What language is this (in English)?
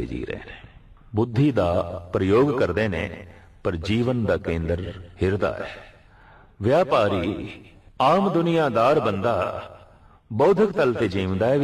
Punjabi